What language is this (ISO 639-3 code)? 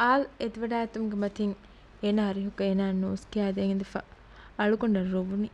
div